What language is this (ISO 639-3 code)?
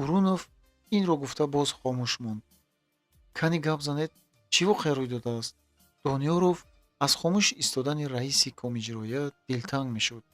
tgk